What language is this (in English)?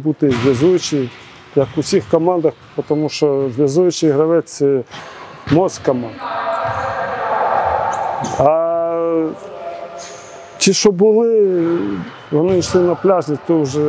Ukrainian